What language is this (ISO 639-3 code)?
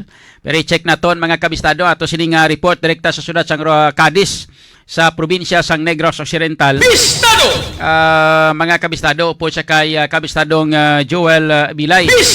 hil